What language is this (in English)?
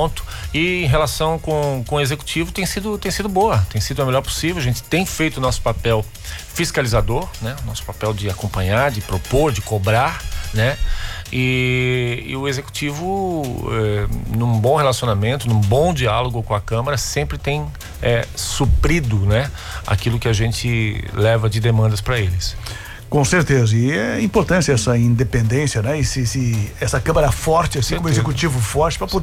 Portuguese